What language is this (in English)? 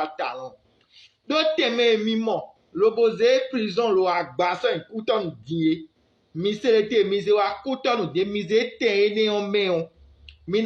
Fon